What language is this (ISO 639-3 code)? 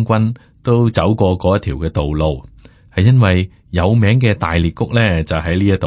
yue